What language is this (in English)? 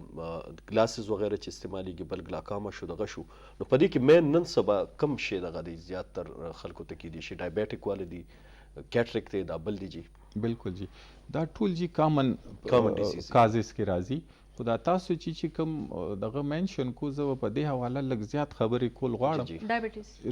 Pashto